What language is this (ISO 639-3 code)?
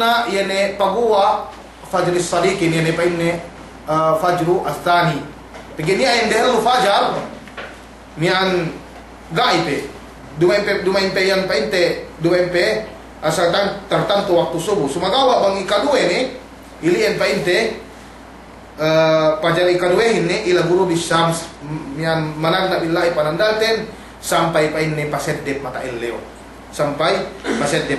yka